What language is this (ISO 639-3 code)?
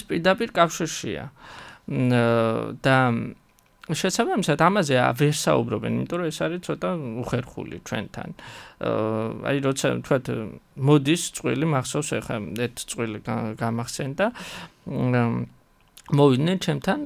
kat